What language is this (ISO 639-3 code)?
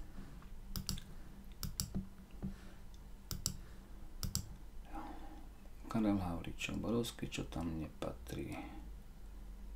slk